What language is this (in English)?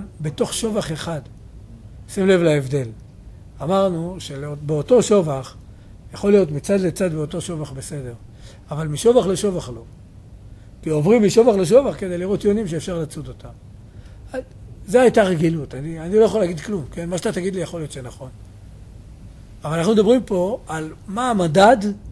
Hebrew